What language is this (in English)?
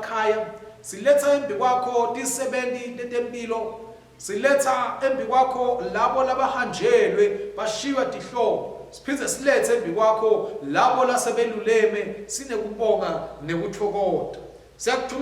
Swati